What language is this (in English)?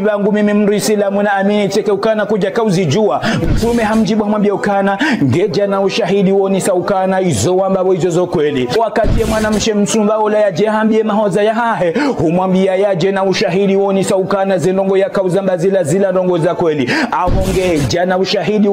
Ngazidja Comorian